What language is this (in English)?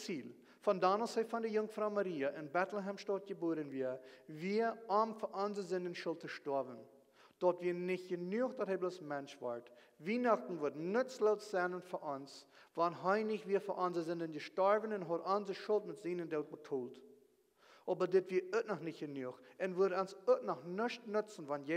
Plautdietsch